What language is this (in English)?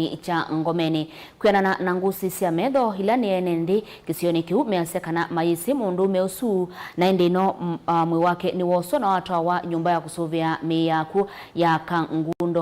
Kamba